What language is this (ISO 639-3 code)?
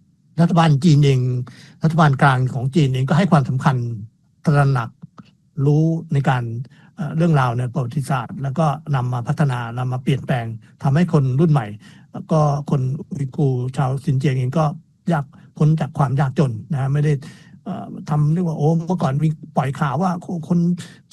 tha